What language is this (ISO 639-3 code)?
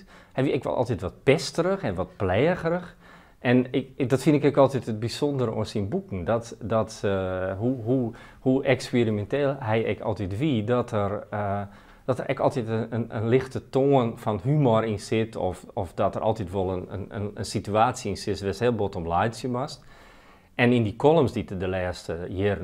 fry